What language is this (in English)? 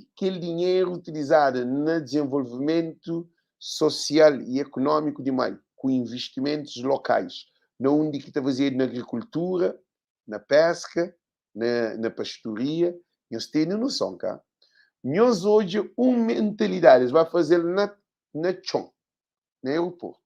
Kabuverdianu